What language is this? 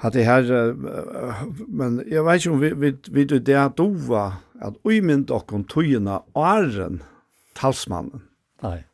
Faroese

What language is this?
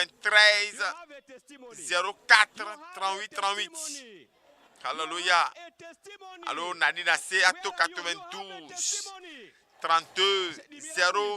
Ewe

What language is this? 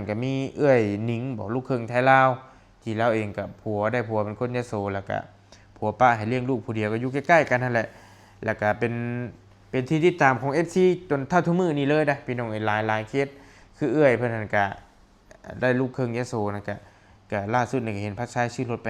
Lao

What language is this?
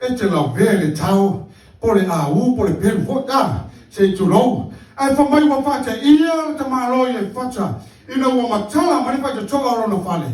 Samoan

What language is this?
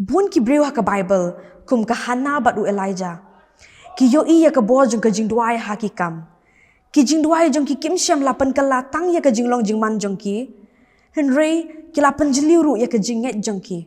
Khasi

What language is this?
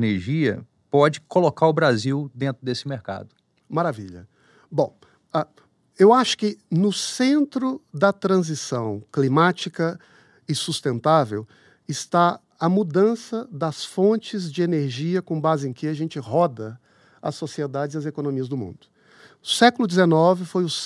Portuguese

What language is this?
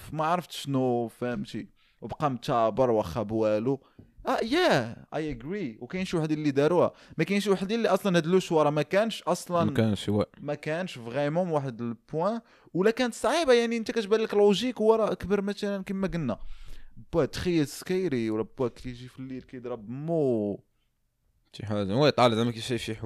Moroccan Arabic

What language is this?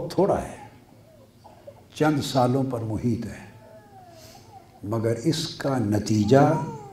Urdu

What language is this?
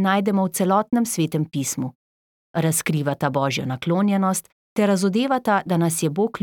Slovenian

